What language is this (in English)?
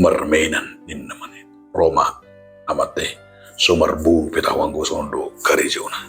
Batak Toba